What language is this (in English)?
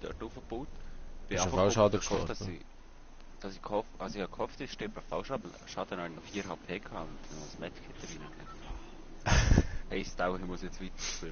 Swiss German